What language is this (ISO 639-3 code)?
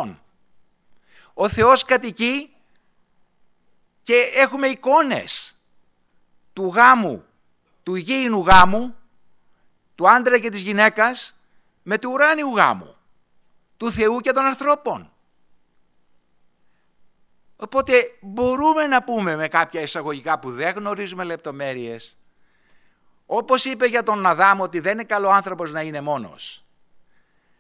ell